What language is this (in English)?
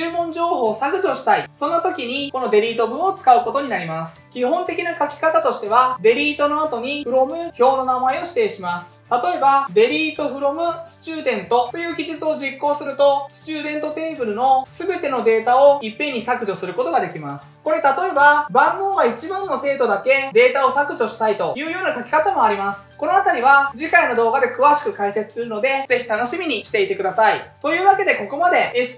Japanese